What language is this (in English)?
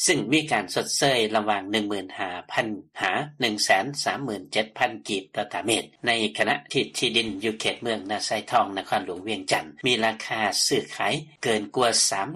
Lao